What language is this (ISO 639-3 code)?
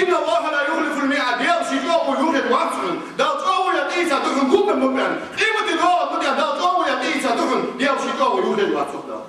inh